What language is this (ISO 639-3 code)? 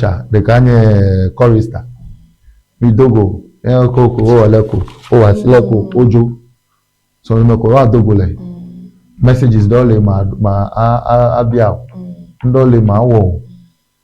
ewe